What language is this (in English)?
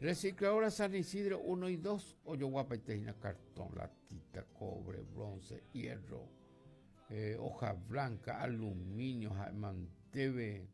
Guarani